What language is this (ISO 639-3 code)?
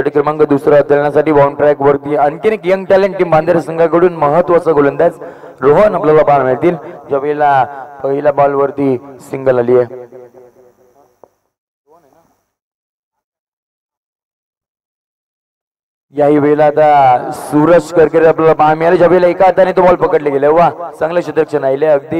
mar